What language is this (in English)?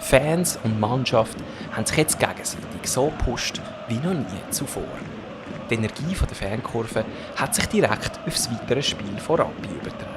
Swiss German